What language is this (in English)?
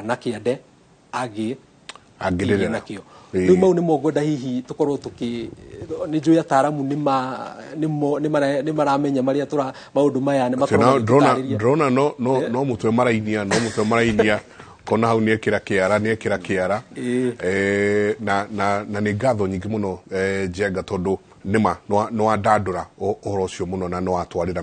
Kikuyu